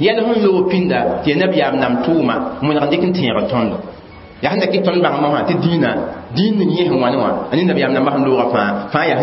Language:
Mossi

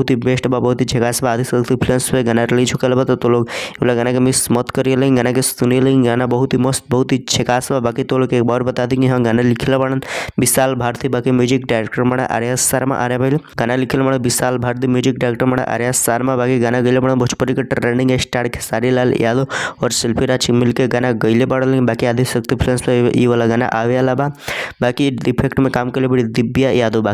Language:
Bhojpuri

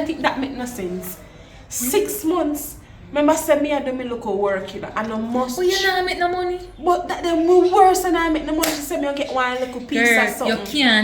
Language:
Jamaican Creole English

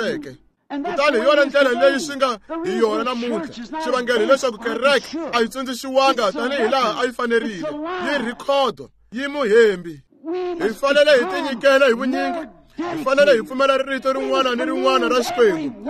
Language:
Tsonga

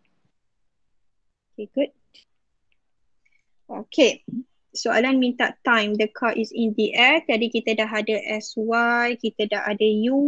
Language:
Malay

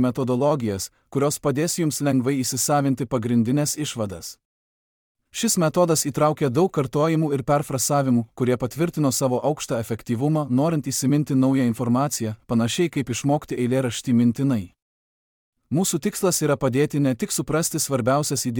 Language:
Lithuanian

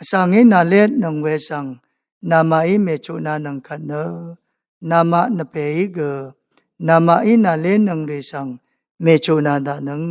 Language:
Rawang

